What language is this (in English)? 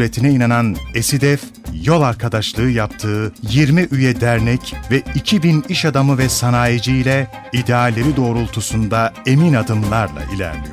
Turkish